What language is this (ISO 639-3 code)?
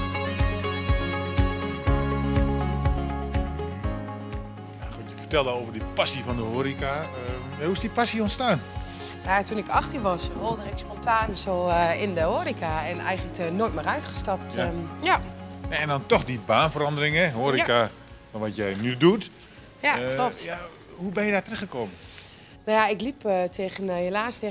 nld